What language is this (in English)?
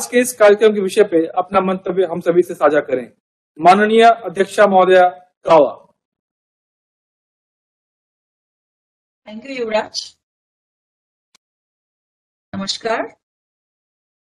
Hindi